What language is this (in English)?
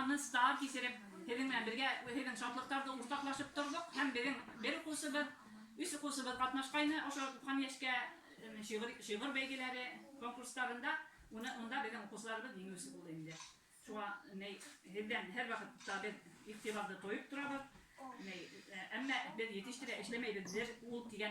Bashkir